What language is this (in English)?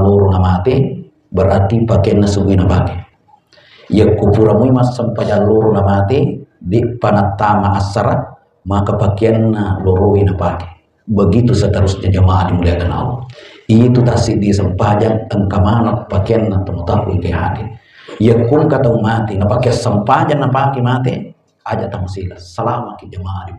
Buginese